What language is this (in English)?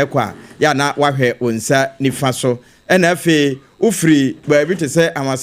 Akan